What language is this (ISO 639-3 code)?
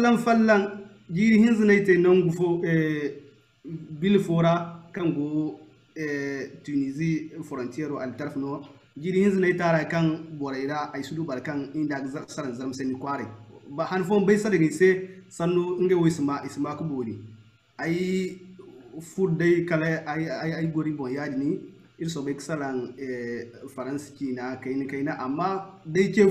dje